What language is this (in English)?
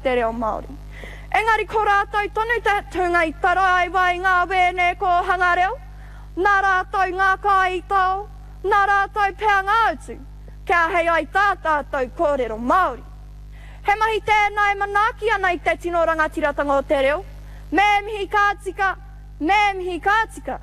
Māori